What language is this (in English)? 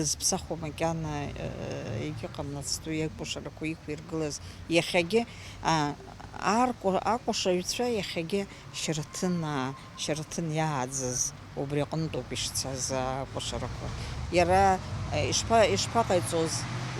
Abkhazian